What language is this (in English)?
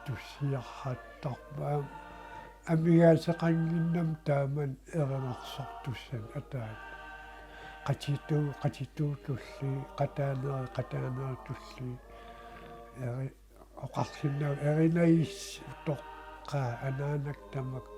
Kalaallisut